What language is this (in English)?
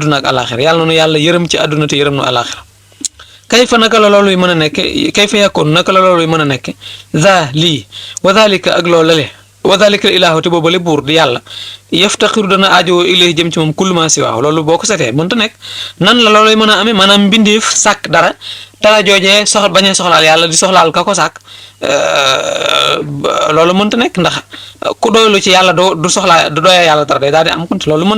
Wolof